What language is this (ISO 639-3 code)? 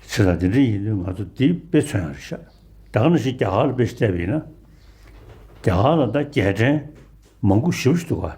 bod